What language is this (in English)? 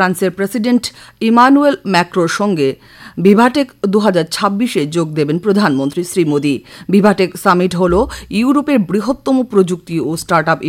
Bangla